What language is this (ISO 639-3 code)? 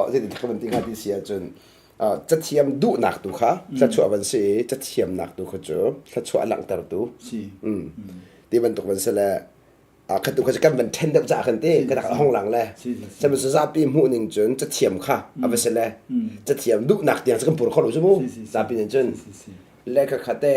cnh